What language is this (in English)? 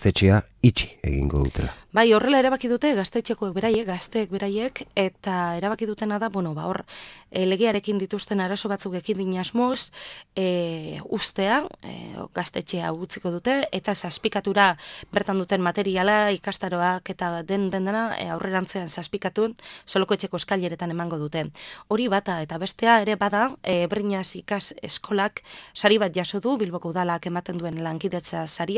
Basque